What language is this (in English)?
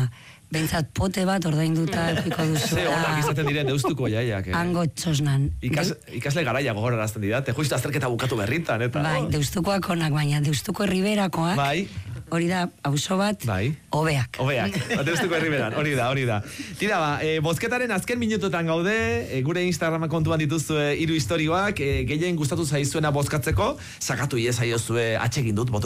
Basque